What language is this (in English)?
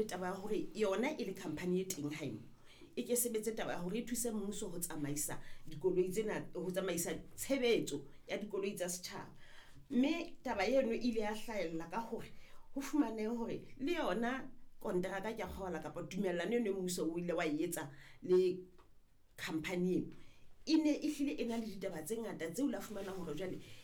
Southern Sotho